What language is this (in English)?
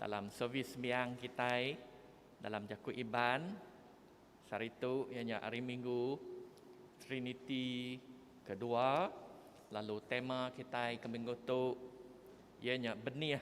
Iban